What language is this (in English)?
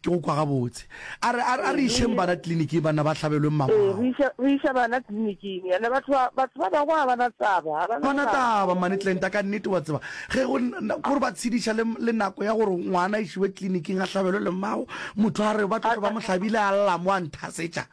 Northern Sotho